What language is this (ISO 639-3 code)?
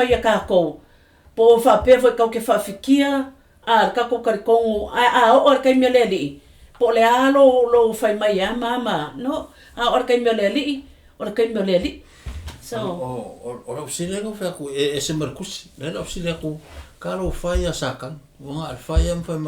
smo